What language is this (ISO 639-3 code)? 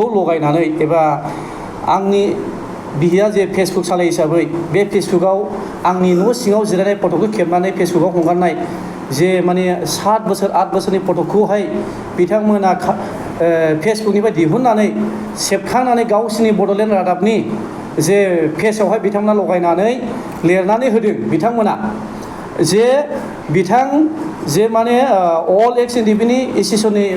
brx